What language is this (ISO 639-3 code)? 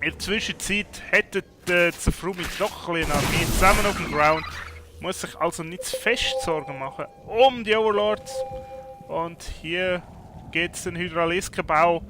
gsw